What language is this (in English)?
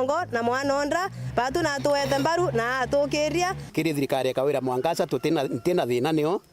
Meru